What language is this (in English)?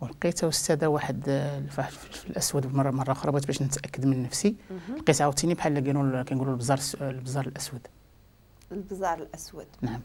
Moroccan Arabic